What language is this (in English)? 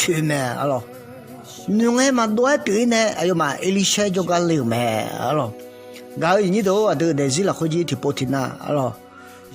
Akha